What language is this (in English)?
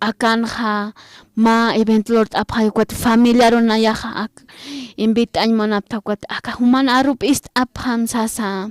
Aymara